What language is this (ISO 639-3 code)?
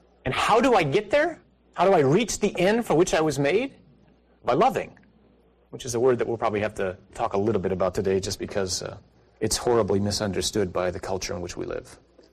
eng